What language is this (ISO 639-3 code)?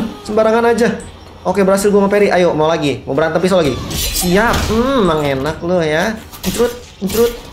ind